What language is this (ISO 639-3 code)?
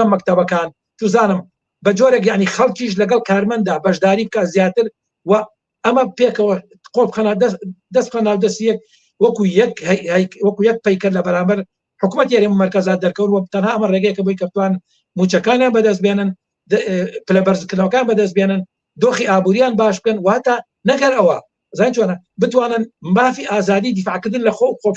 ckb